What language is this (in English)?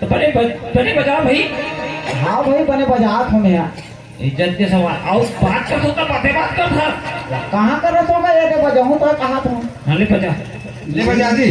Chhattisgarhi